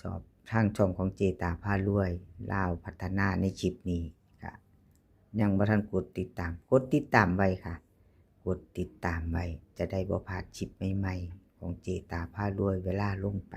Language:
Northeastern Thai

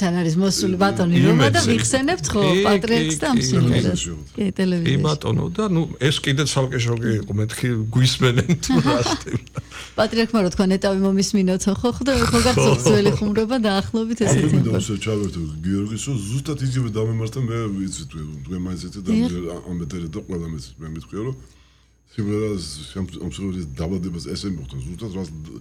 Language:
Georgian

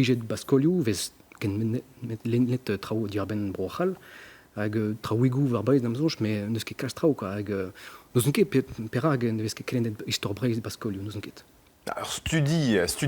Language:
Breton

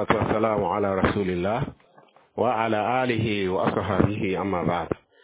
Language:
Mossi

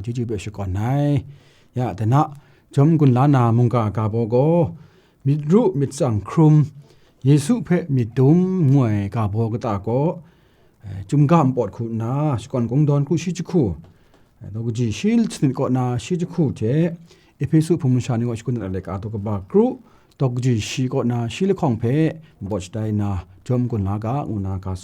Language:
Kachin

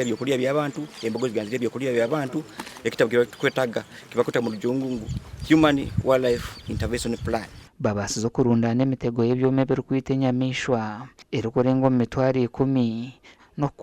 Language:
Nyankole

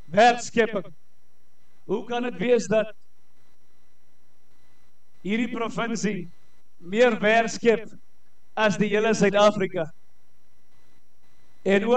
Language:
Afrikaans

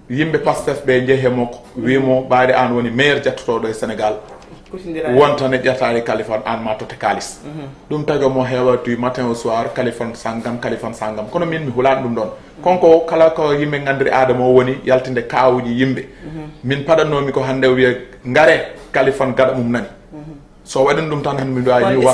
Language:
Fula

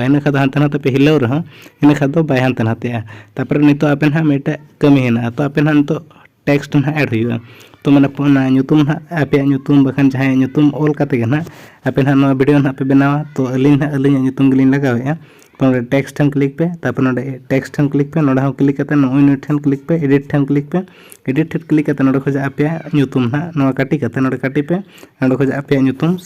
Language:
Santali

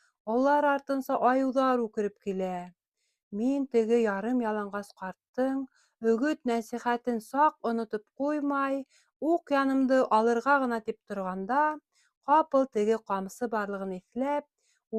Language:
Bashkir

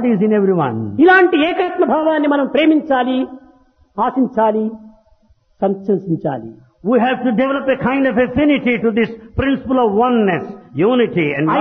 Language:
Telugu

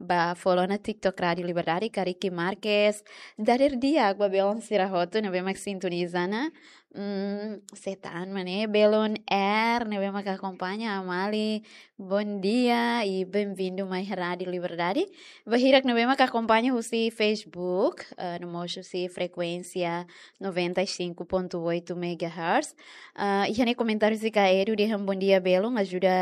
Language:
Tetum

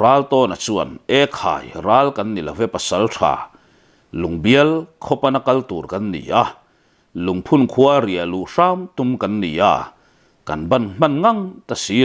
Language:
Mizo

